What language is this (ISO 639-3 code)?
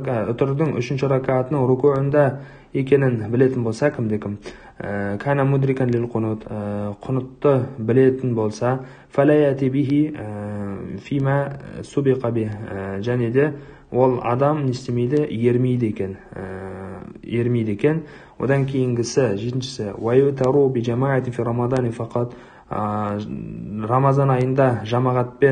kaz